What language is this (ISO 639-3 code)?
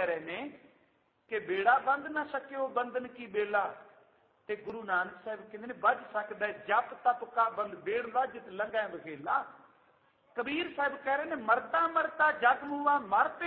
pan